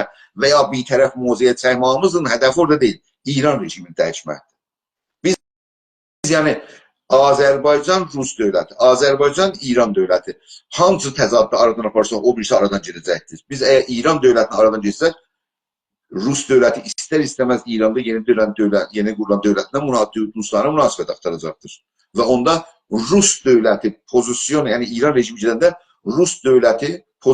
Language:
South Azerbaijani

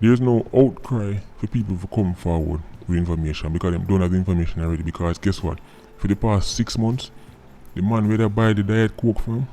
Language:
Jamaican Creole English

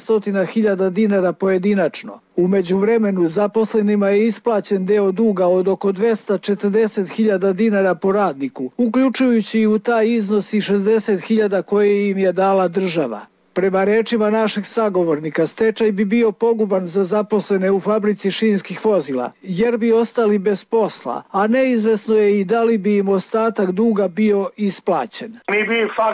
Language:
Serbian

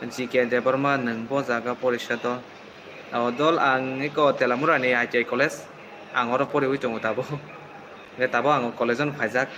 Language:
Kok Borok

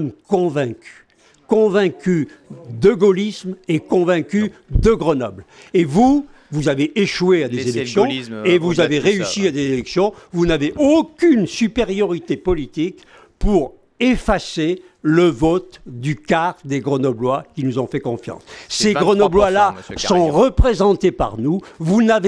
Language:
French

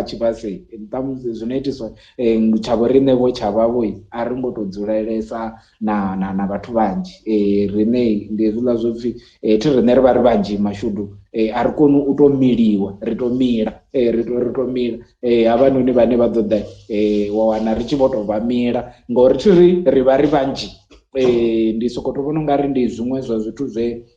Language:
Venda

